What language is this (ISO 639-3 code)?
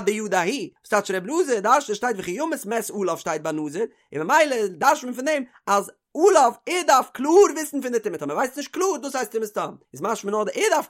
yid